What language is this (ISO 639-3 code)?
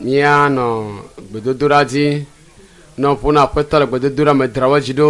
ewe